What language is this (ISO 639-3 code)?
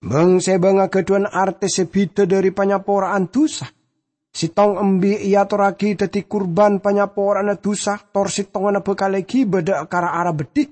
mad